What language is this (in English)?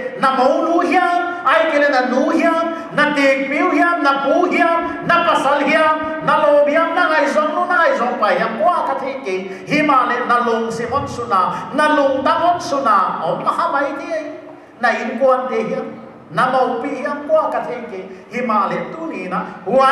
Paite Chin